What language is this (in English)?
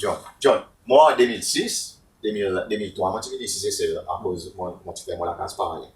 Seselwa Creole French